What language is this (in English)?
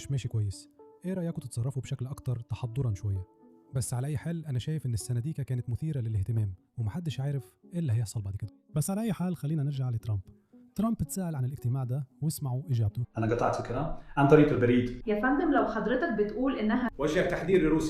Egyptian Arabic